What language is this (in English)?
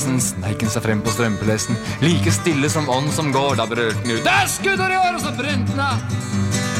Norwegian